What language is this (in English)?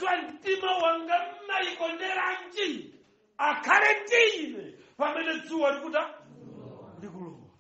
Nyanja